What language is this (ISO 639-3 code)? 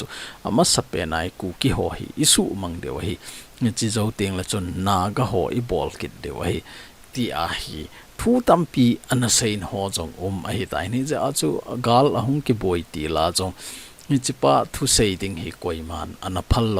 tcz